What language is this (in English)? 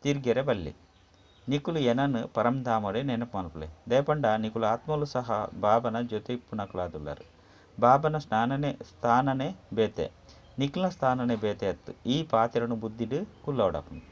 Tulu